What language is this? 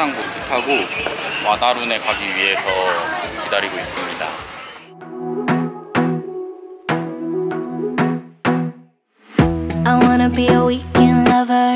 Korean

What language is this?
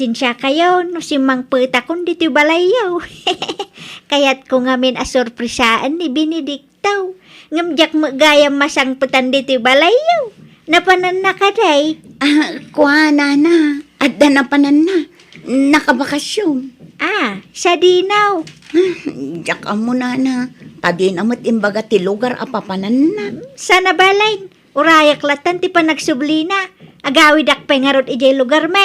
Iloko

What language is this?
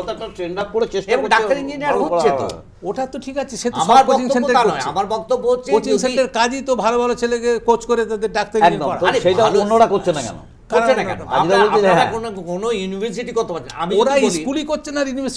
Bangla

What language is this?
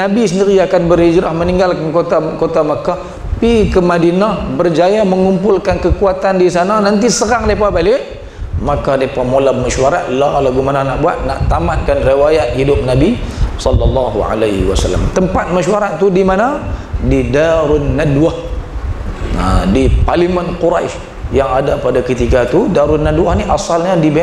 Malay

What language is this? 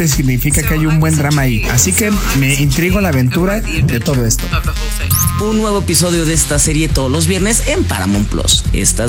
Spanish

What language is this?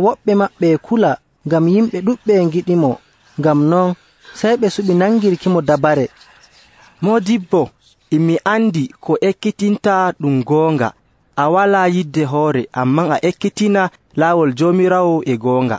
Nigerian Fulfulde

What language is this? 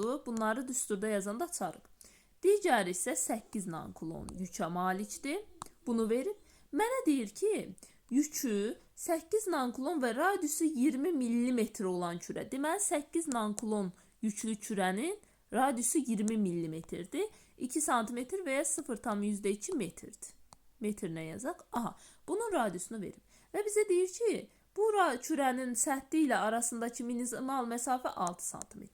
Azerbaijani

